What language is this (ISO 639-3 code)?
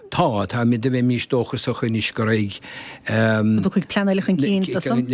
gle